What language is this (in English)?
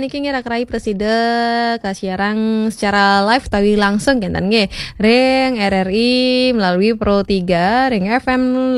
Balinese